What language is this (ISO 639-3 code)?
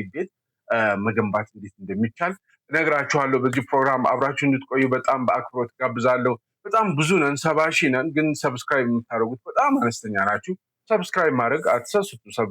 amh